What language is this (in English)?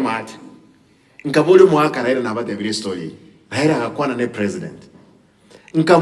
Gusii